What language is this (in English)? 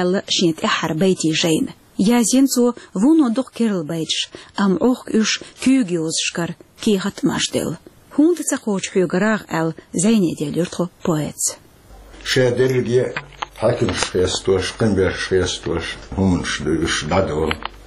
Chechen